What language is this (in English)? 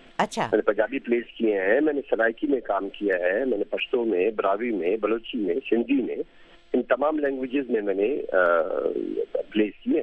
Urdu